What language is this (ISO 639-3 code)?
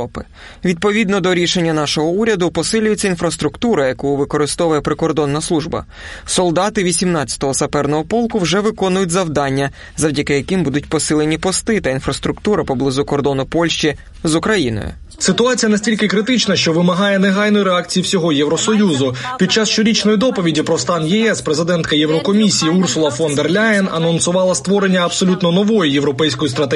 ukr